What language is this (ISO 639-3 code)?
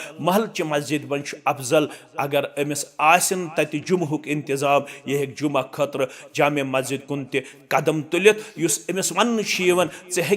kas